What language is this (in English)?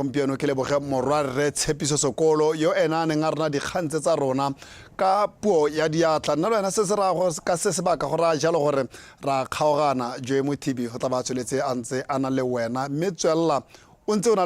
Tswana